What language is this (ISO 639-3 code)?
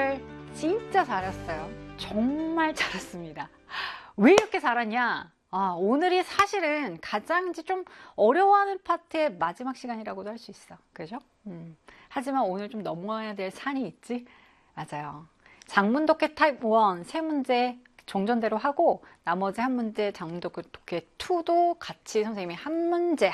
kor